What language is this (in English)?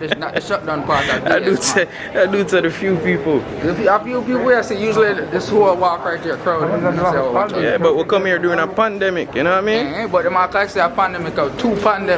Jamaican Creole English